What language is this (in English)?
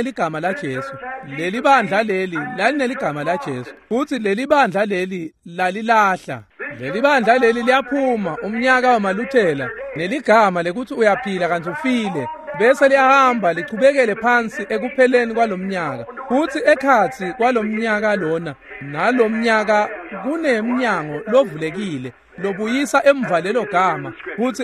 Swati